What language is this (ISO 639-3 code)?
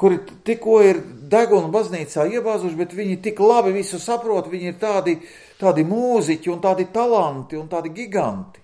lav